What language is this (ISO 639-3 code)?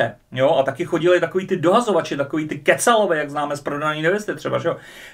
ces